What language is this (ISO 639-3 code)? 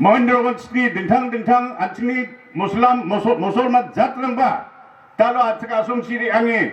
grt